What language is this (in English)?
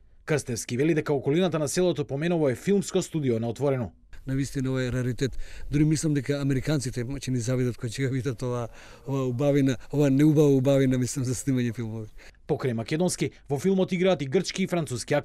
Macedonian